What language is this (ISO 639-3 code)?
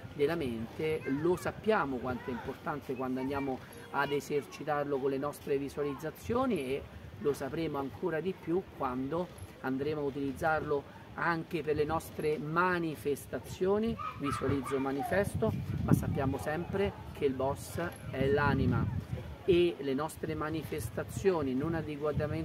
ita